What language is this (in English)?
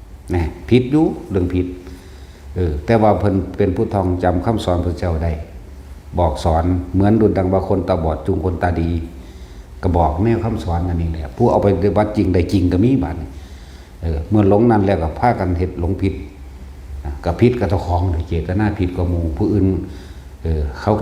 Northeastern Thai